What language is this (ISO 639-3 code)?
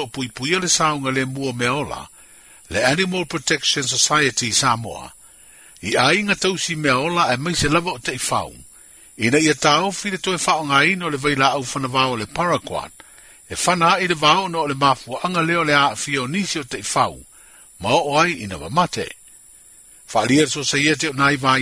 smo